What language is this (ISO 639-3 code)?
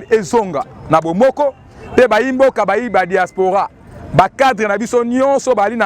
lin